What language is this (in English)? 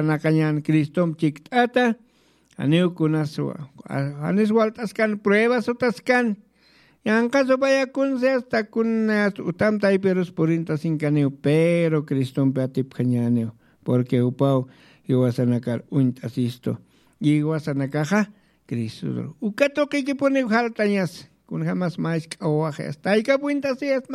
Aymara